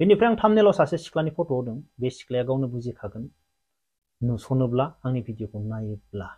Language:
Bodo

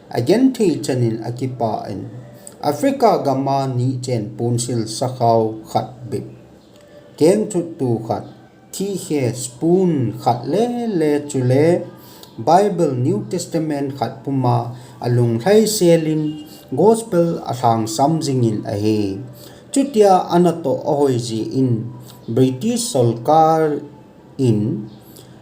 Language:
Thado Chin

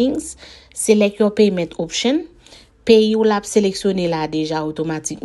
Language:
Haitian Creole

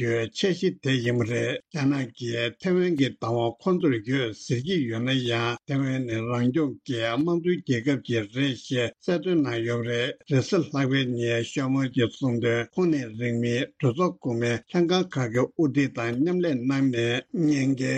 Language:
Tibetan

